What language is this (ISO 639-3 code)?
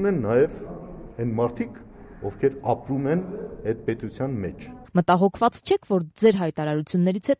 hye